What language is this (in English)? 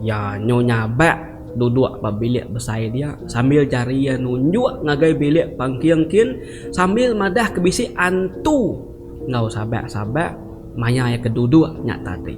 Iban